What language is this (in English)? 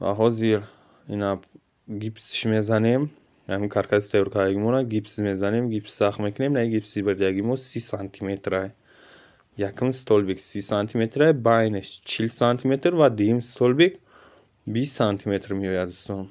Tajik